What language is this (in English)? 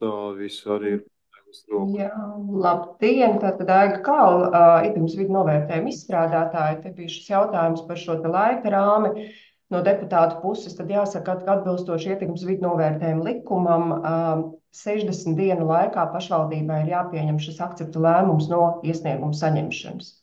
Latvian